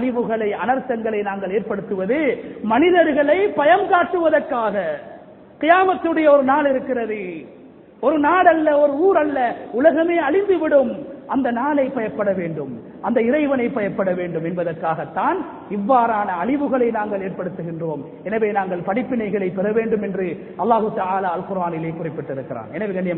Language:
Tamil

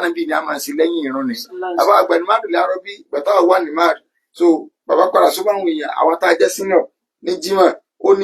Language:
Yoruba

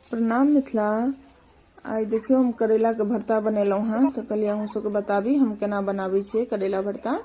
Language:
Maithili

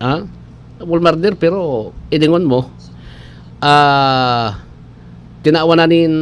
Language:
Bikol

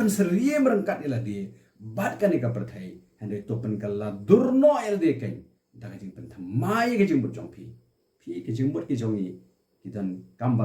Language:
Khasi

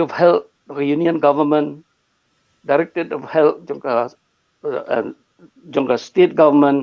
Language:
Khasi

